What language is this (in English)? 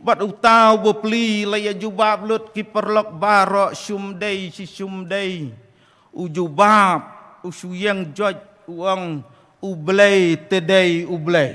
Khasi